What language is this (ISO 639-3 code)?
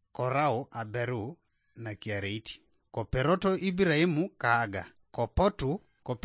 teo